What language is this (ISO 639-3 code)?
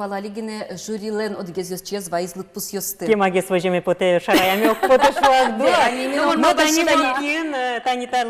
udm